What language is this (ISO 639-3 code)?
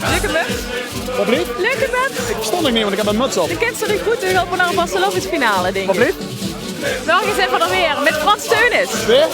lim